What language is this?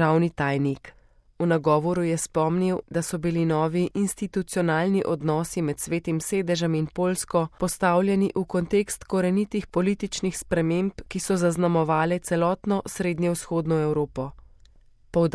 Slovenian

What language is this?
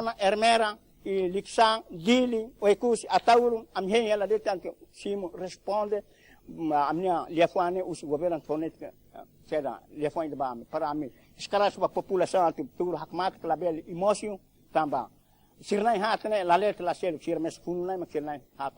Tetum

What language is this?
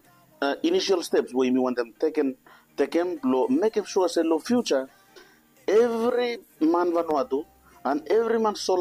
Bislama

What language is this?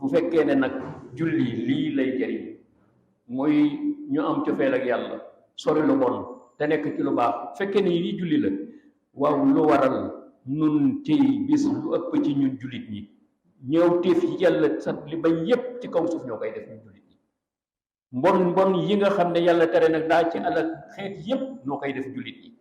Wolof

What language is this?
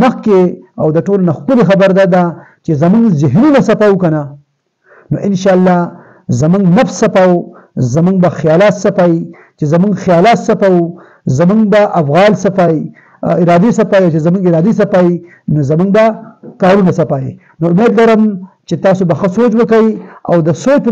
Pashto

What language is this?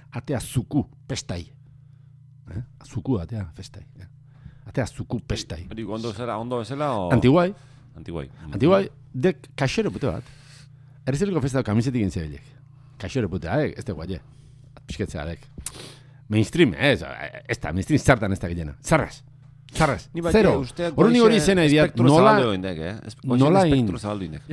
Basque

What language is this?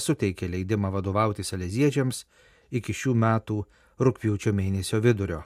Lithuanian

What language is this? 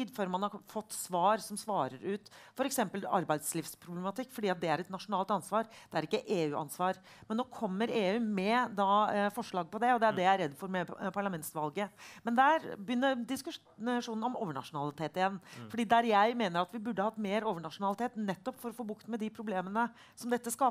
Norwegian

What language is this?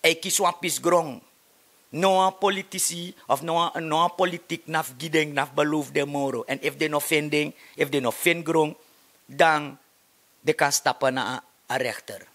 Sranan Tongo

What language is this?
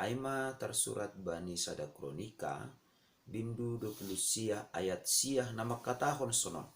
Batak Simalungun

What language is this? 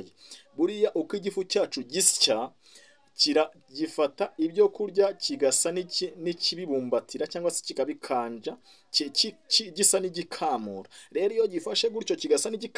Kinyarwanda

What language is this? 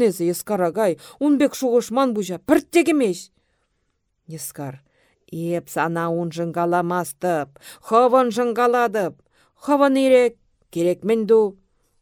Chuvash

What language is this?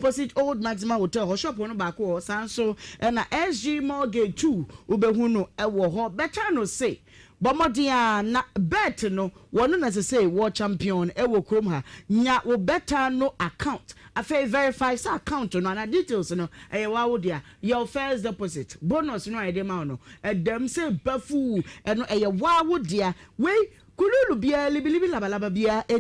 Akan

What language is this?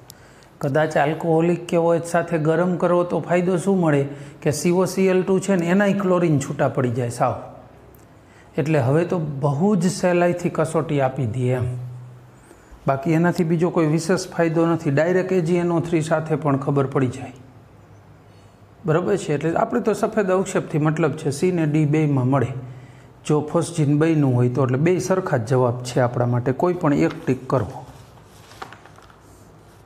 Gujarati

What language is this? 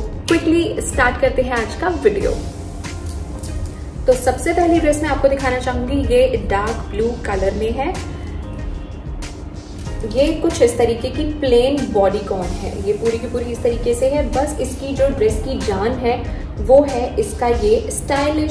Hindi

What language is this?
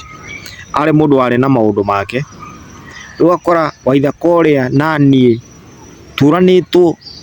Kikuyu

